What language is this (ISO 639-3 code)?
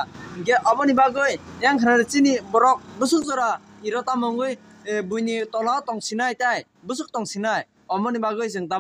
trp